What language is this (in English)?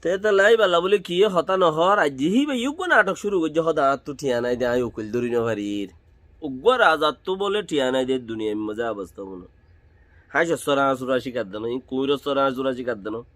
Rohingya